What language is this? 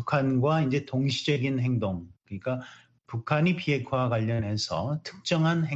Korean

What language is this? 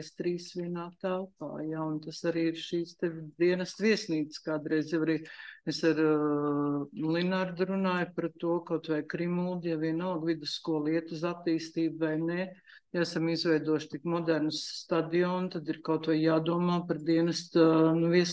Latvian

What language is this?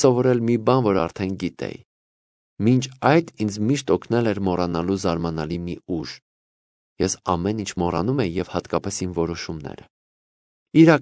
Armenian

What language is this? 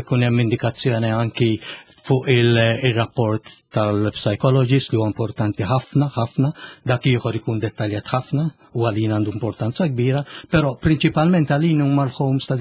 Maltese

